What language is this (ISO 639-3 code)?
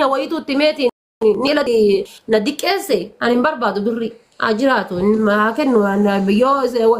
orm